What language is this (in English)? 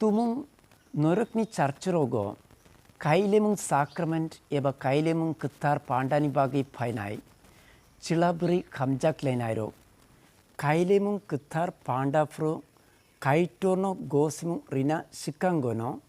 Kok Borok